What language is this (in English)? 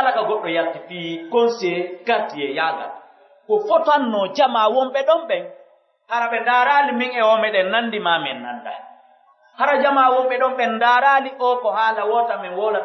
Pular